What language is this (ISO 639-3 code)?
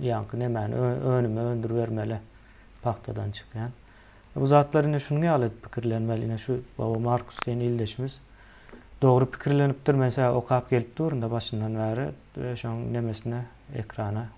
tuk